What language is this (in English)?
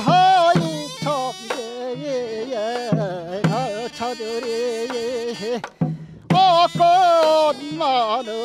Korean